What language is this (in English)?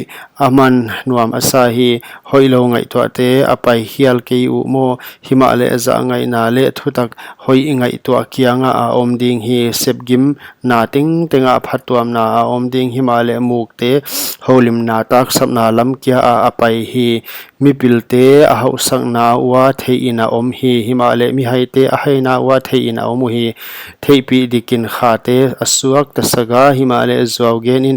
Paite Chin